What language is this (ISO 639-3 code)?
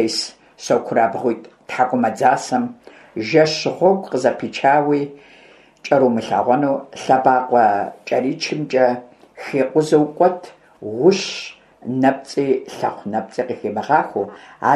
kbd